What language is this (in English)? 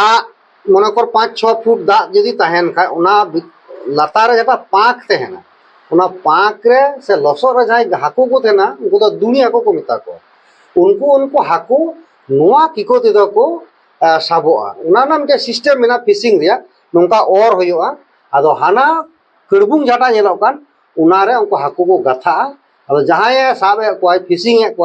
Santali